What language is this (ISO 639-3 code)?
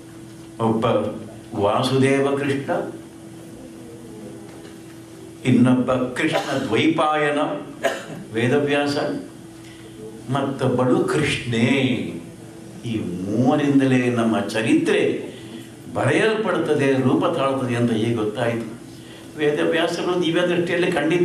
kan